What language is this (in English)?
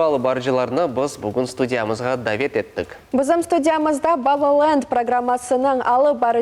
Crimean Tatar